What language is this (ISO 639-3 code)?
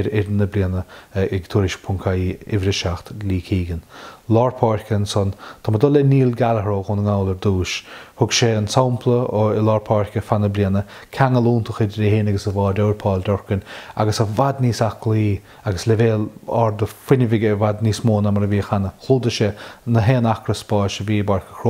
gle